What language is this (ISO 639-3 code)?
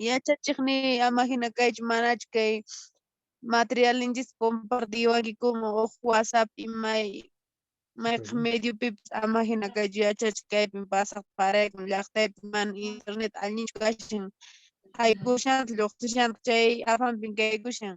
que